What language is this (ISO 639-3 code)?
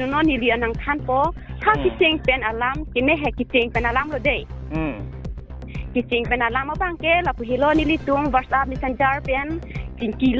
mjw